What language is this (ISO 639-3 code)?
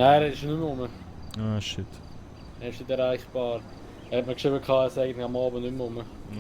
gsw